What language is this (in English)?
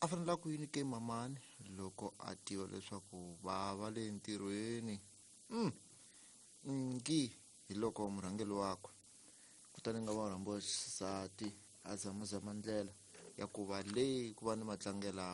Tsonga